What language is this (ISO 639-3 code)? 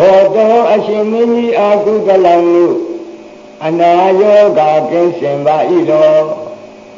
mya